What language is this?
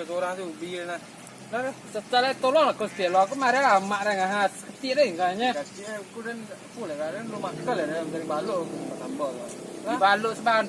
Minangkabau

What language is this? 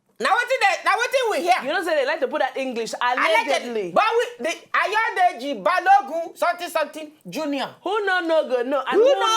Nigerian Pidgin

